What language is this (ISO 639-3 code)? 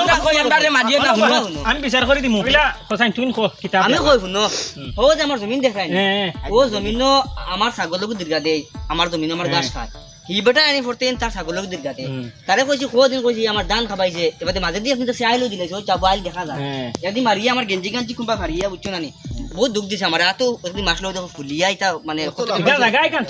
syl